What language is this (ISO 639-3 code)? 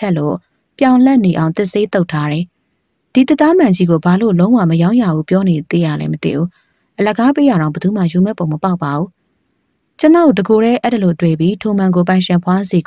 mya